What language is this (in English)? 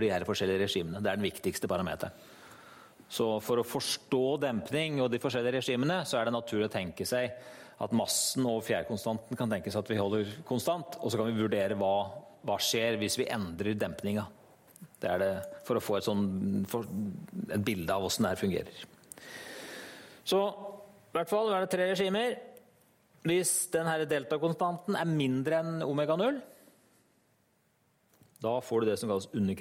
Norwegian